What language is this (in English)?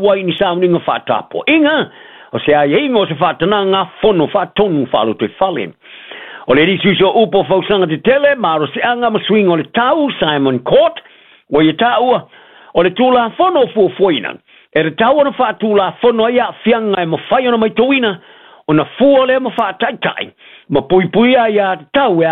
Samoan